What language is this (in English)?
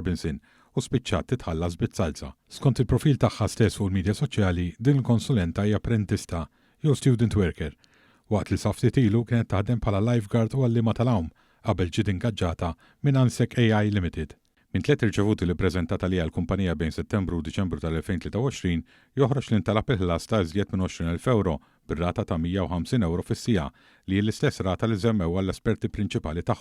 Maltese